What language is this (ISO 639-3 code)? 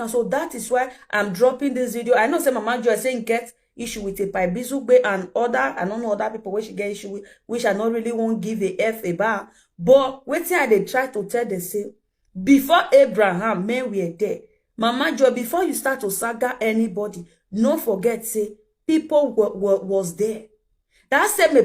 pcm